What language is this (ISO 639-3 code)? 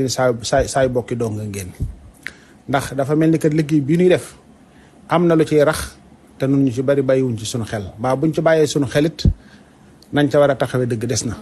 wol